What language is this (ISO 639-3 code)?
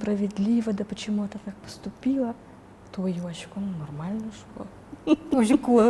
udm